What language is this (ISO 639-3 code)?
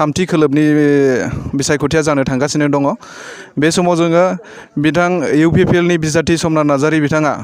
brx